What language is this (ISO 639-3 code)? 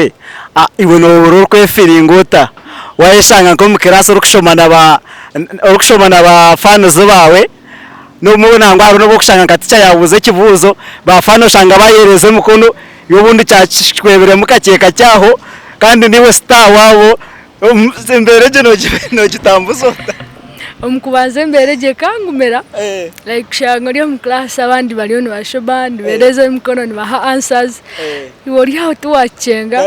nyn